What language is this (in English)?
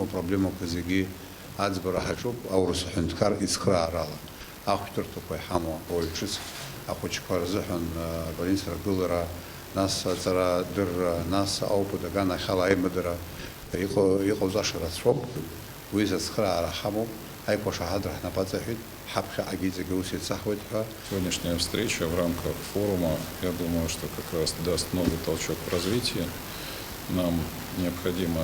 Abkhazian